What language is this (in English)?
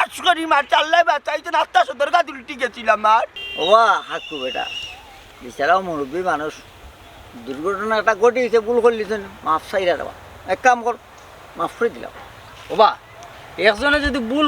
Sylheti